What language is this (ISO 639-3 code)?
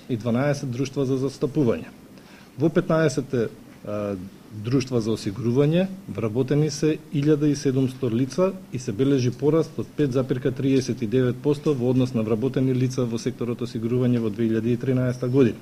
mkd